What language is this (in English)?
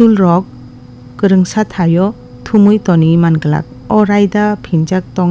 Kok Borok